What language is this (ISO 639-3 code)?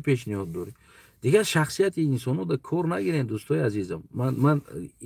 tgk